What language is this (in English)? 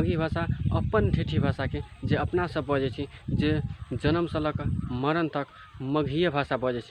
Maithili